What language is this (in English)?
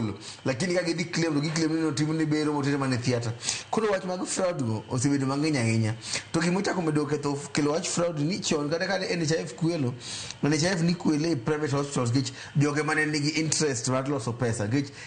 Luo (Kenya and Tanzania)